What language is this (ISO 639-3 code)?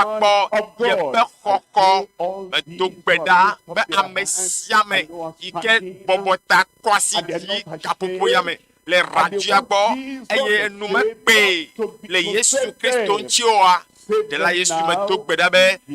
ewe